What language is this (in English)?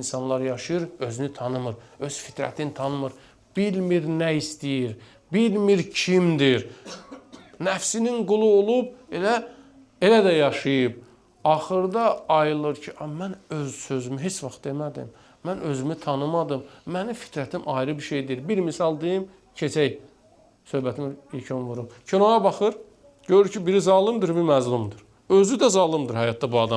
Azerbaijani